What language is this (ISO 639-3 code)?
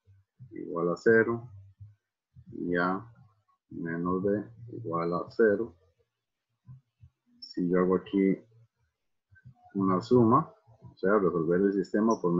spa